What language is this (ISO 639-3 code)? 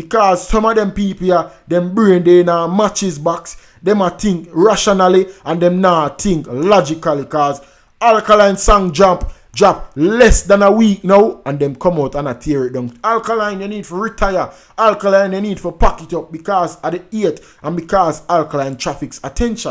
jam